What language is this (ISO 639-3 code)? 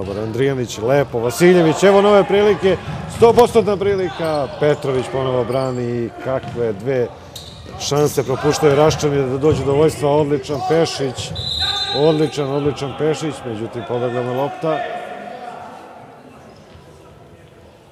srp